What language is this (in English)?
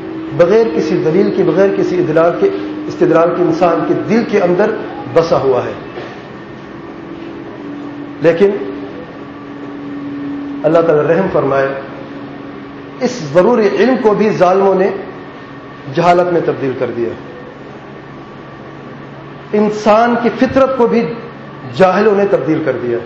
Urdu